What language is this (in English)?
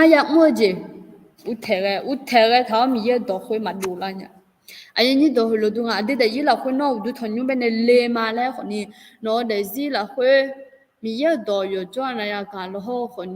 Akha